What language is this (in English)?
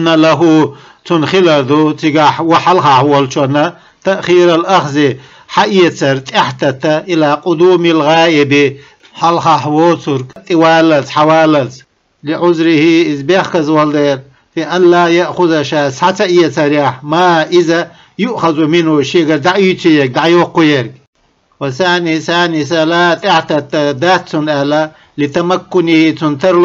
Chechen